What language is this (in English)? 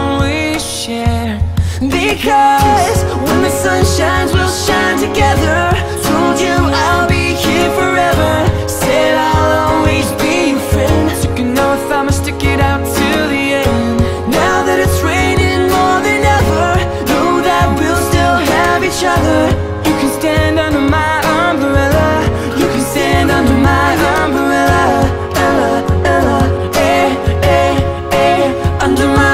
English